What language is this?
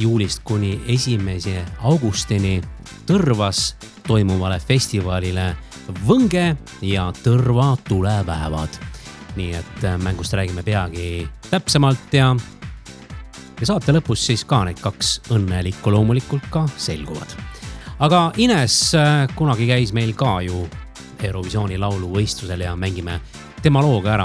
Estonian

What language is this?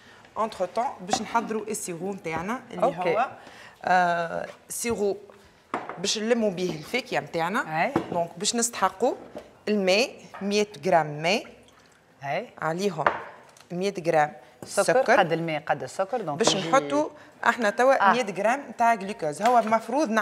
Tunisian Arabic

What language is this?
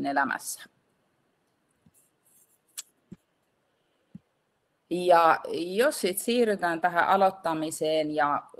Finnish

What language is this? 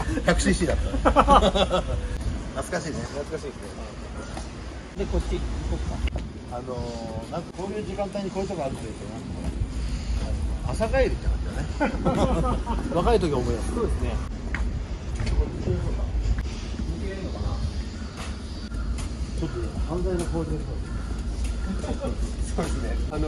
Japanese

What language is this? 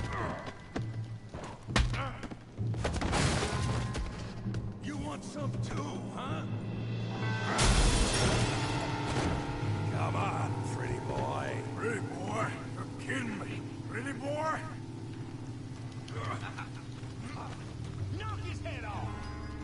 English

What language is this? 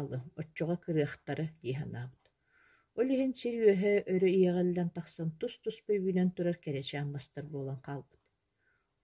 Yakut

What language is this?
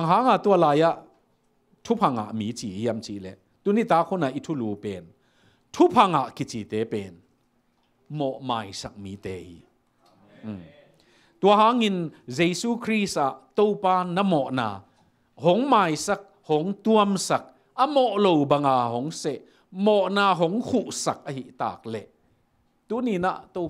Tedim Chin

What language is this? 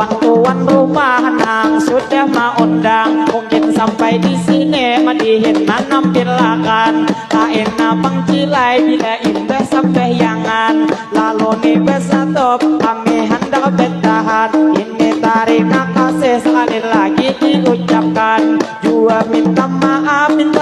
Banjar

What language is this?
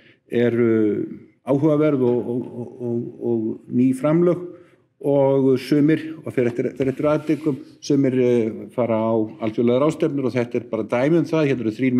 Icelandic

